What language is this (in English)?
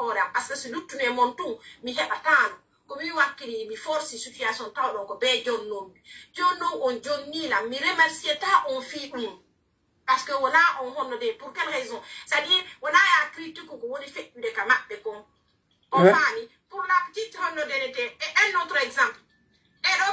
Pular